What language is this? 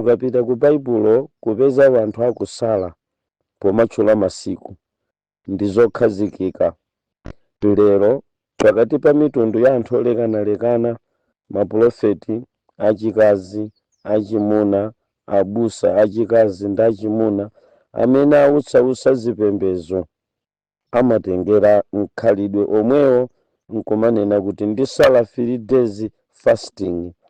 Nyanja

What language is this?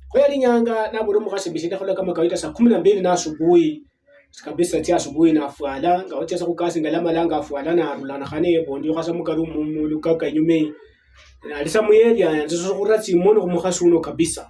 Luyia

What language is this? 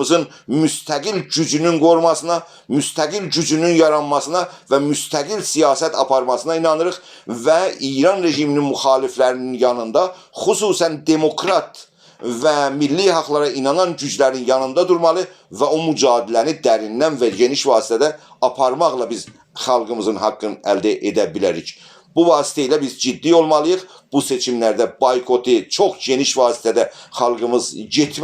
South Azerbaijani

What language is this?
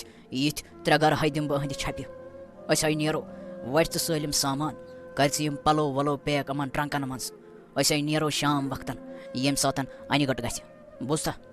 Kashmiri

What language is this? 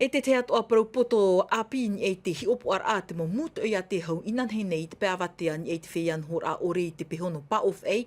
Tahitian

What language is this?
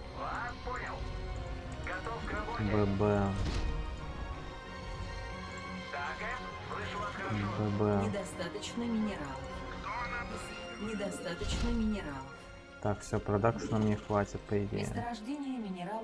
Russian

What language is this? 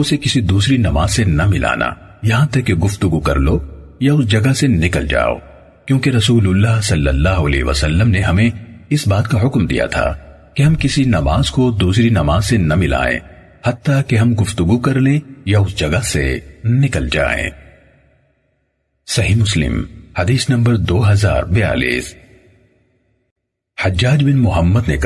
Urdu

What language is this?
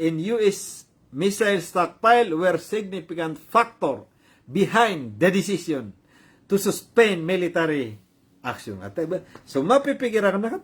Maranao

